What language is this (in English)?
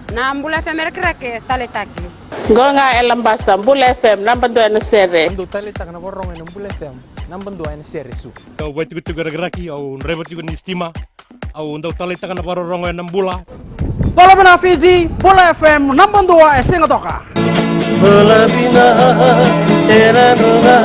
Fijian